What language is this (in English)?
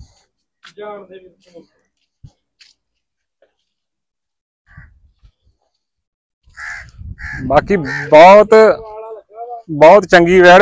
Punjabi